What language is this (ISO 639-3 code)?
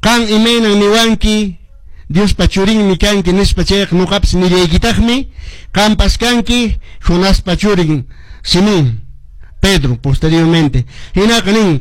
que